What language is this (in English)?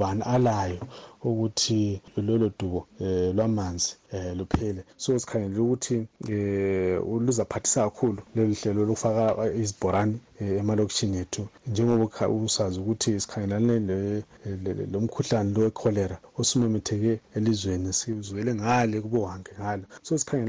North Ndebele